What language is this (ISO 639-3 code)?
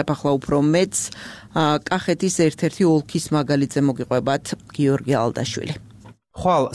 kat